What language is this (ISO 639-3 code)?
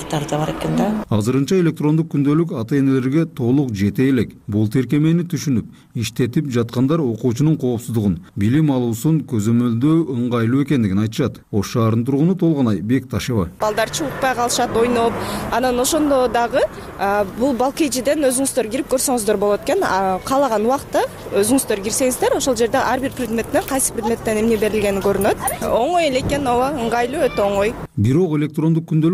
kir